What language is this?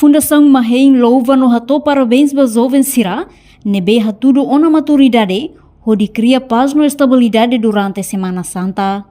Tetum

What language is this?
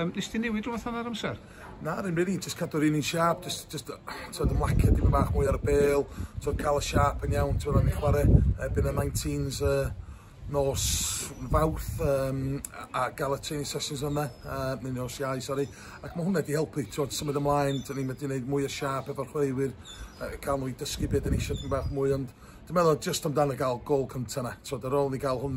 Welsh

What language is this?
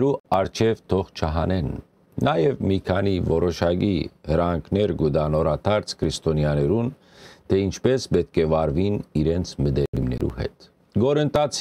Western Armenian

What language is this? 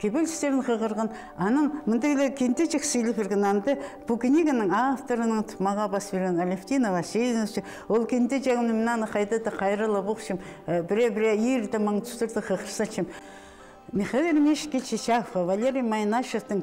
Khakas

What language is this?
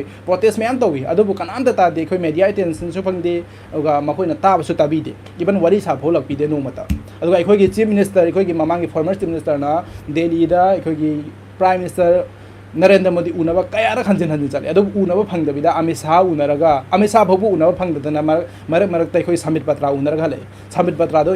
Manipuri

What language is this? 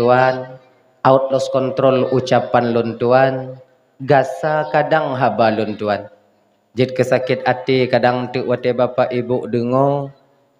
Achinese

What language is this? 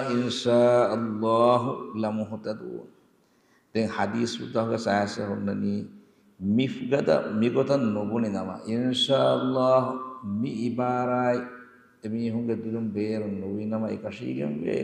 Divehi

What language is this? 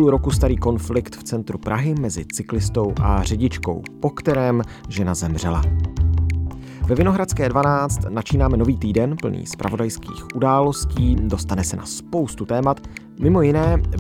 Czech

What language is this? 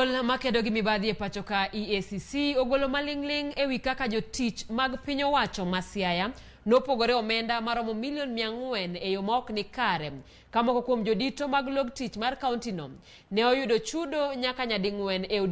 Luo (Kenya and Tanzania)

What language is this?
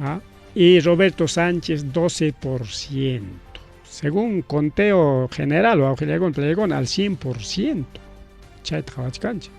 Ayacucho Quechua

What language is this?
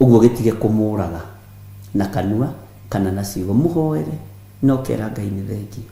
Kikuyu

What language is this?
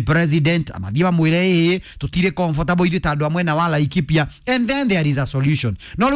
Kikuyu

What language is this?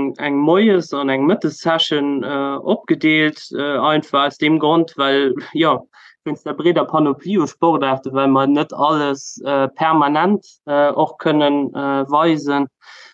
Luxembourgish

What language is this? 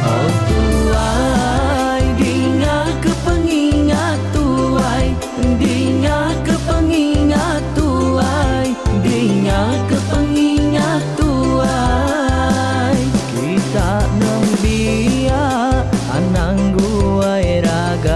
Iban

